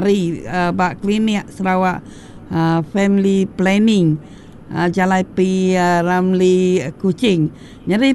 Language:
Iban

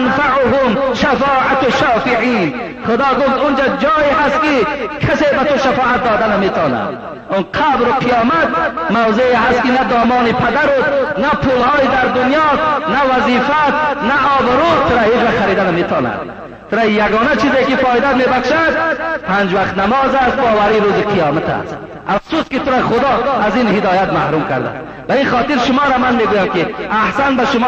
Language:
Tajik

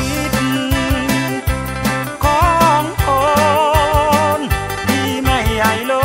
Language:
Thai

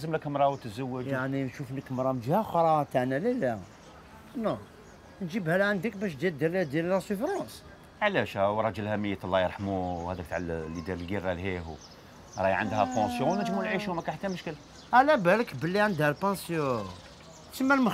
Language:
Algerian Arabic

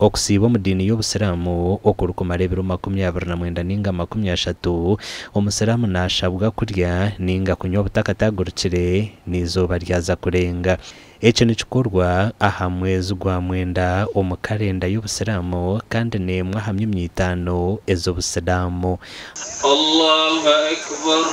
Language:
Nyankole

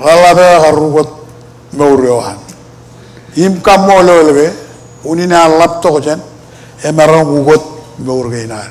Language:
Marshallese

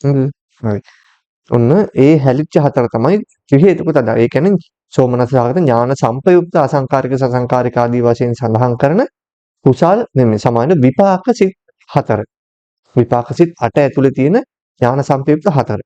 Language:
Sinhala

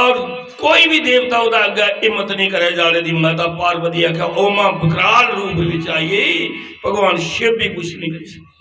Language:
Dogri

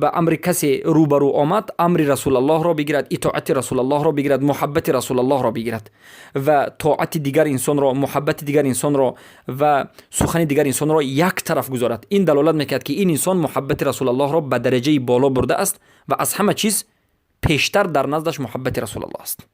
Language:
Persian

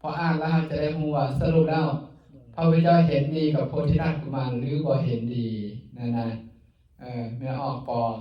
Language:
Lao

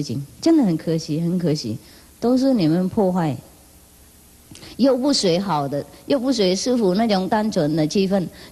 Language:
Vietnamese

